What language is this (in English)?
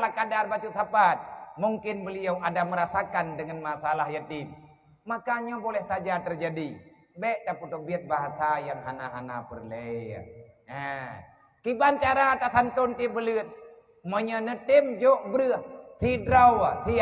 Achinese